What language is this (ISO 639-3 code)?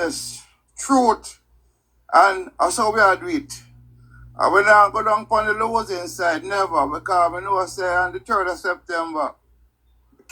jam